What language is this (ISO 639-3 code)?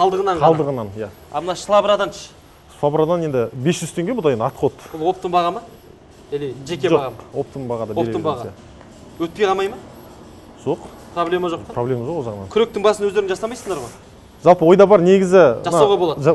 kaz